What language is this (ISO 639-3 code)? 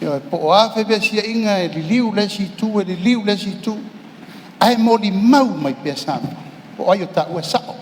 smo